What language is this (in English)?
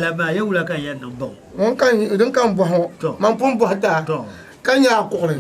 Dagbani